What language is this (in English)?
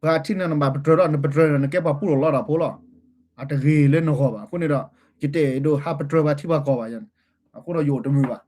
S'gaw Karen